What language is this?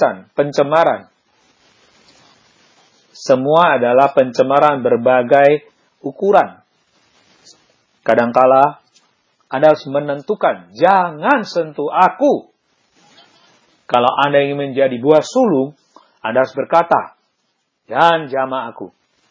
Indonesian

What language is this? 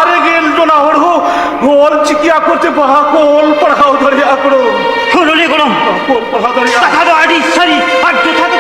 Santali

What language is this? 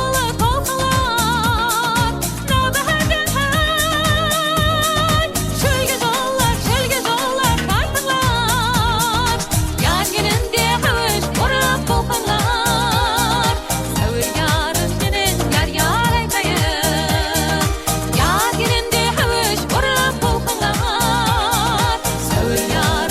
Kara-Kalpak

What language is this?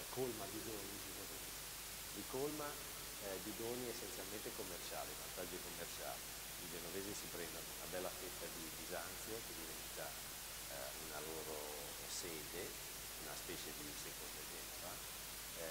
Italian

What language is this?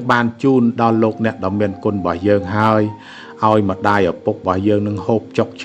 Khmer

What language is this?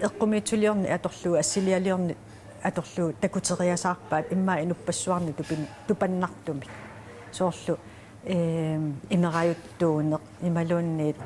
Kalaallisut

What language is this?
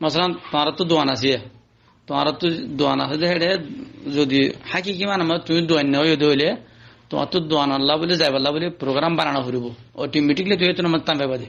Rohingya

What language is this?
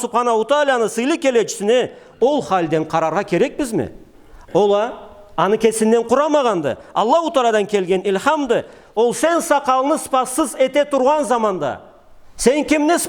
Karachay-Balkar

